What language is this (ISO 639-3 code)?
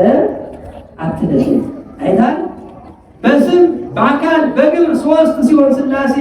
amh